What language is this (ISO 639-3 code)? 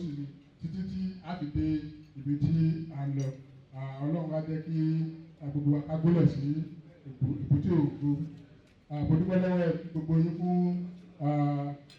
yor